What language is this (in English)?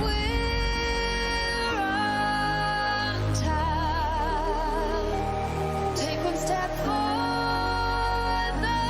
Kara-Kalpak